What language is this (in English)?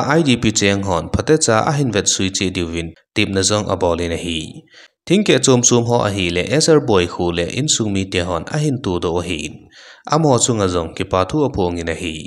Thado Chin